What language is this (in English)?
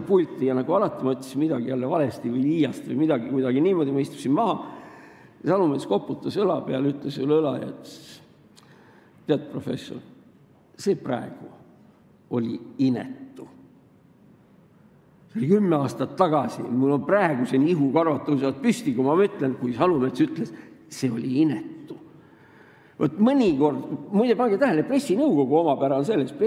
Estonian